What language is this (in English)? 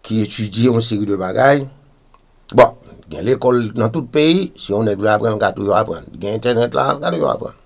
Haitian Creole